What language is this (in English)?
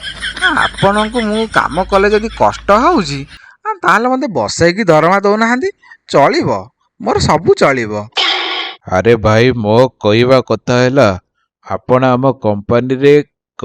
Odia